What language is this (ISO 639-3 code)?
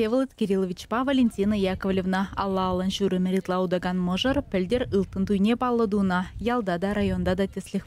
chv